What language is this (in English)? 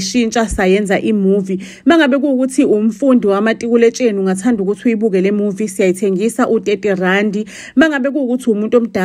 Zulu